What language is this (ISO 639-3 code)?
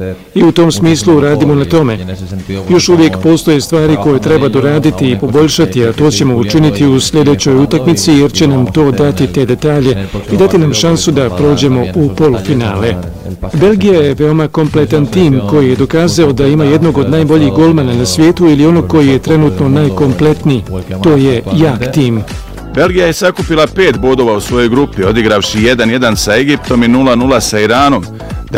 bos